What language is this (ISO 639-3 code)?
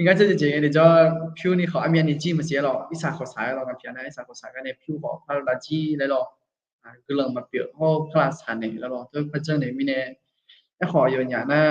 ahk